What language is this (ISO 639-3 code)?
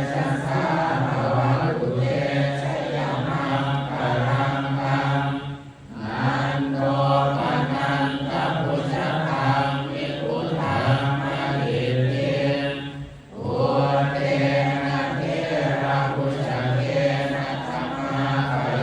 pli